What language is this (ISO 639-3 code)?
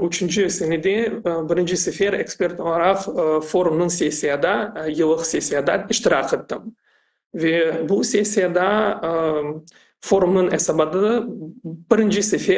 crh